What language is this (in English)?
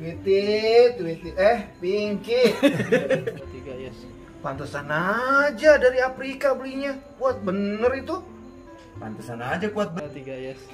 Betawi